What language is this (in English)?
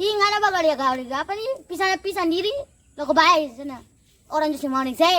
Ambonese Malay